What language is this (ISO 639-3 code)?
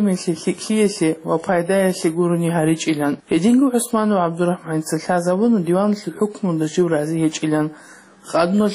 ava